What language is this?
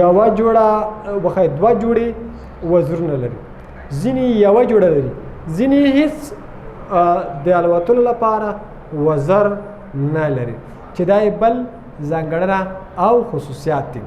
Pashto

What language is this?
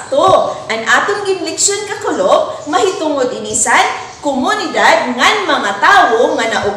Waray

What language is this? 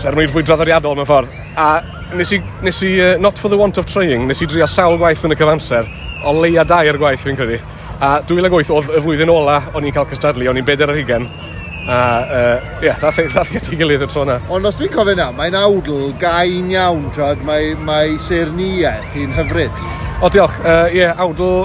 Welsh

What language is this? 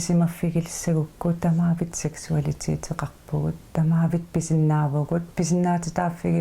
Kalaallisut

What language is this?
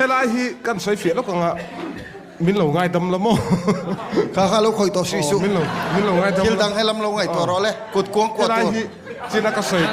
Mizo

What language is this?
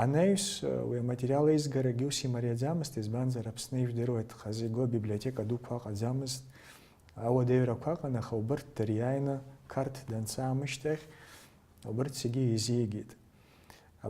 Abkhazian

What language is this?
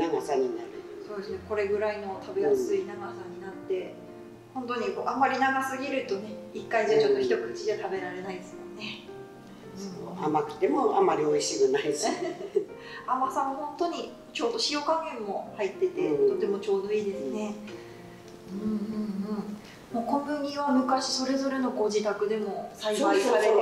Japanese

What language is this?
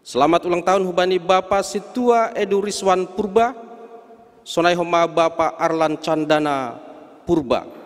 Batak Simalungun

